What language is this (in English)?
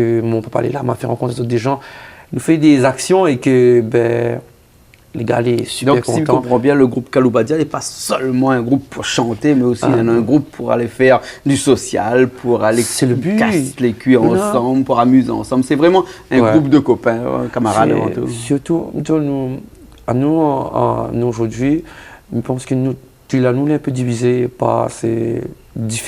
Réunion Creole French